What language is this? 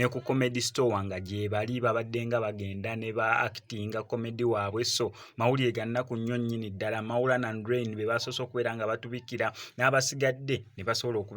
Ganda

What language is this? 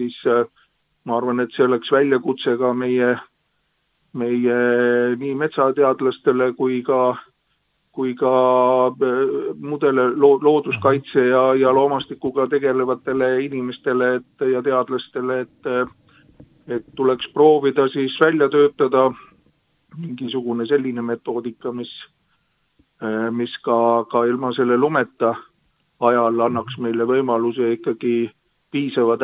Estonian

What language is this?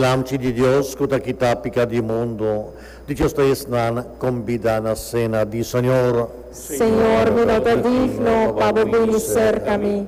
Papiamento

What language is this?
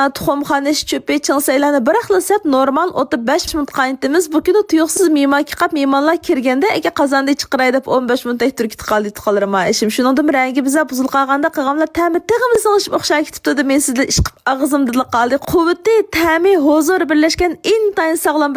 Uyghur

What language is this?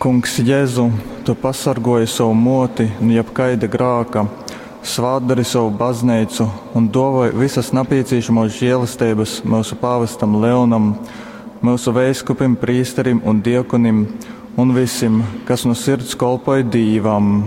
Latgalian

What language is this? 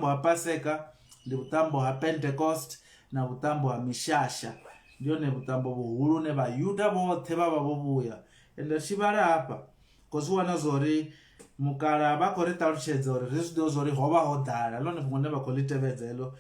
Venda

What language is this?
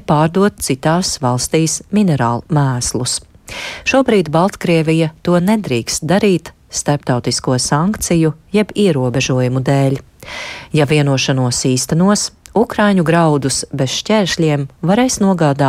Latvian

